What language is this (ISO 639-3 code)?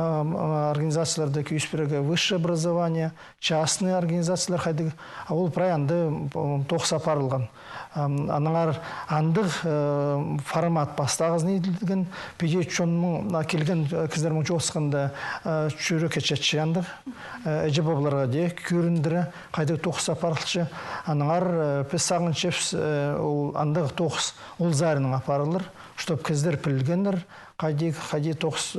kjh